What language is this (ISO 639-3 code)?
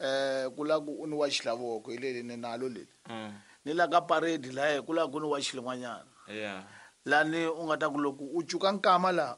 tso